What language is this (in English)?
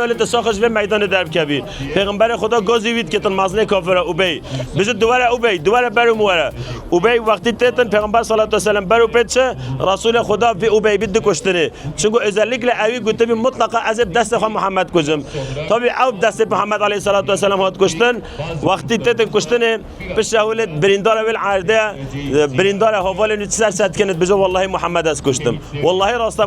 Kurdish